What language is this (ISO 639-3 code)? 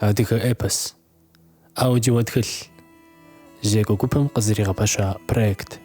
kbd